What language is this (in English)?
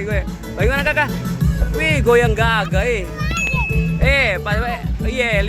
Ambonese Malay